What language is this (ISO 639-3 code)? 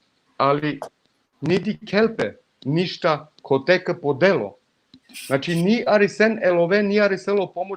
rmn